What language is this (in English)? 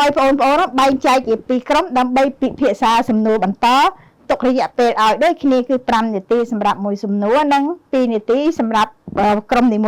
Khmer